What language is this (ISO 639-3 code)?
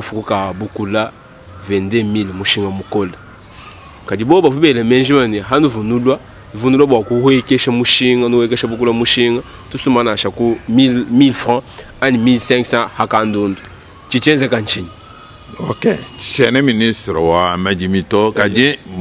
lua